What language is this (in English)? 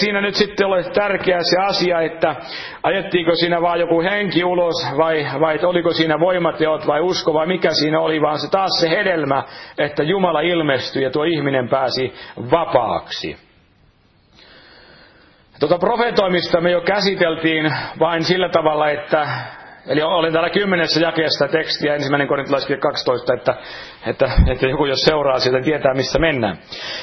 Finnish